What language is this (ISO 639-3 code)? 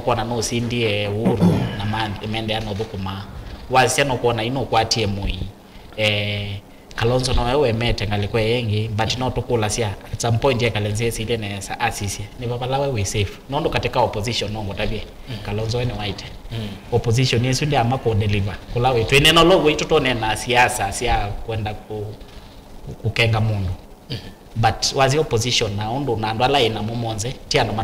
kam